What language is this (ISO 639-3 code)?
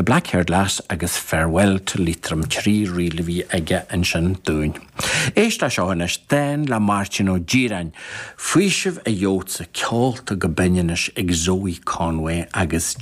gle